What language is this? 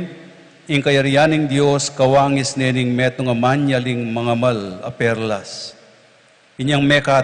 Pampanga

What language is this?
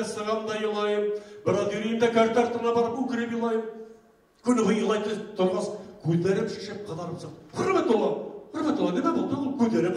Bashkir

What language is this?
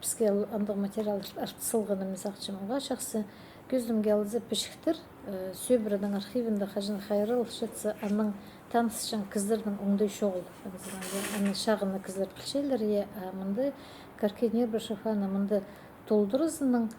Khakas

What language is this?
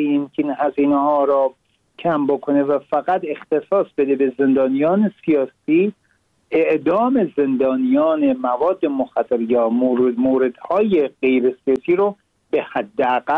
Persian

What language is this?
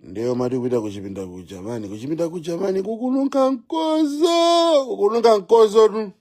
Nyanja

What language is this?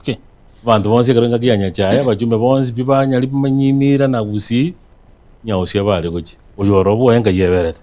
Gusii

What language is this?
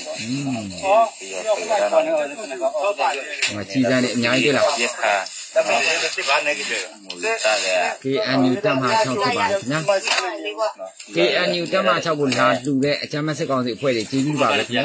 Burmese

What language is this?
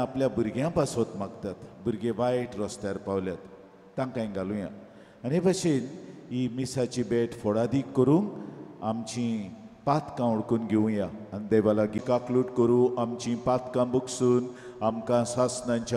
Konkani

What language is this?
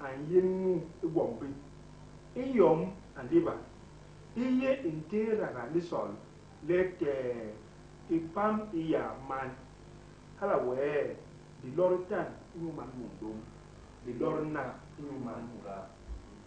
Basaa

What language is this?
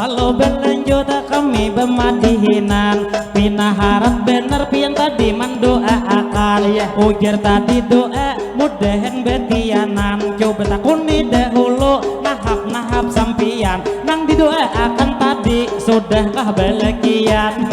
Banjar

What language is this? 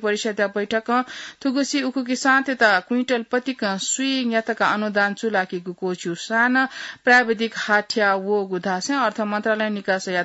Newari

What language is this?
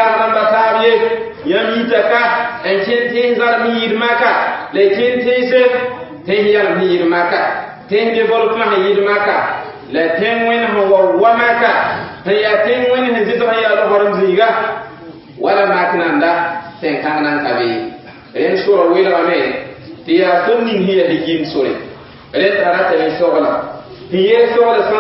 Mossi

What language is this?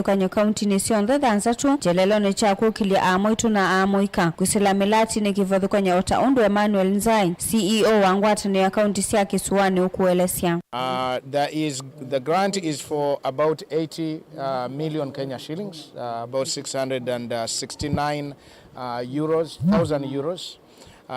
Kamba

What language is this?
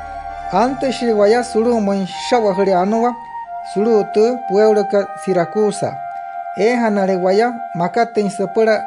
Wayuu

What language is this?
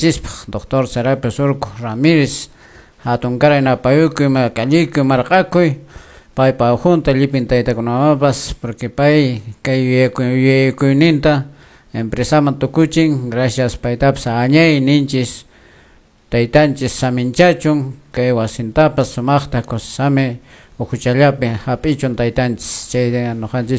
Quechua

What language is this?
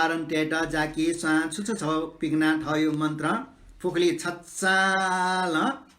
Newari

